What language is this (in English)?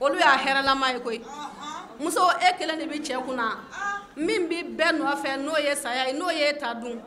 Bambara